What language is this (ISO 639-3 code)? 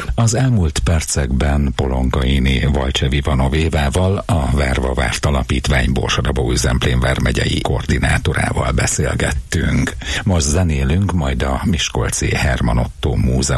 hun